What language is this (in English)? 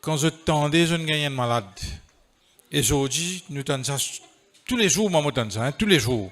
Morisyen